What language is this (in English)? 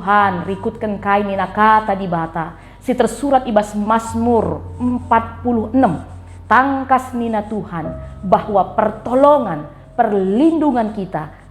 Batak Karo